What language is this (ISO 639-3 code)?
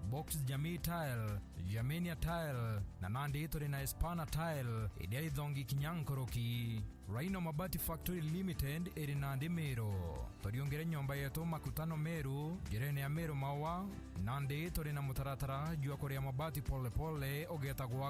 mer